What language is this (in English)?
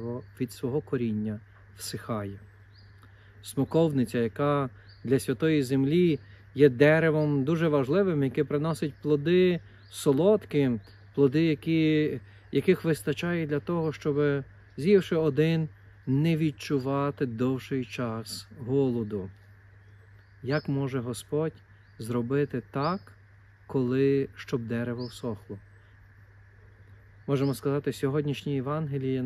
Ukrainian